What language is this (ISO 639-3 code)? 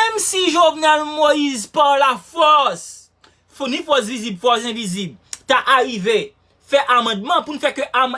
hat